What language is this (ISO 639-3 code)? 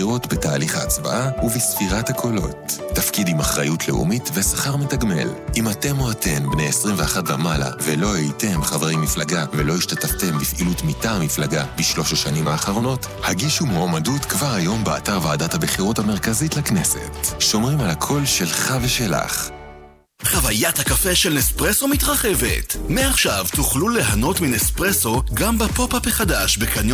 heb